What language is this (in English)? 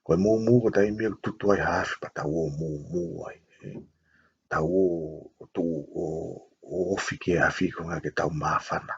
Tongan